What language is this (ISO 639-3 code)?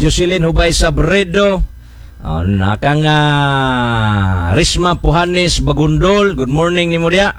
ceb